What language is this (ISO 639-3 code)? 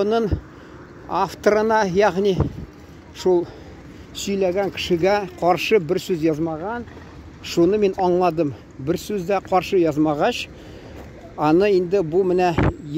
tat